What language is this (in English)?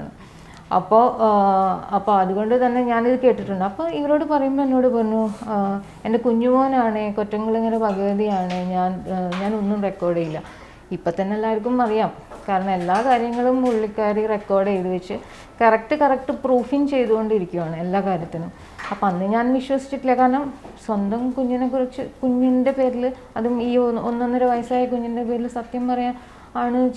Malayalam